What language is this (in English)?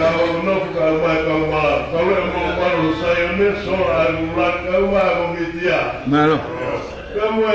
Tongan